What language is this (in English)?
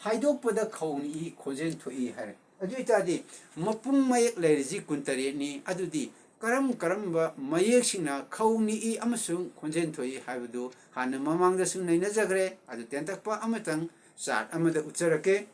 Manipuri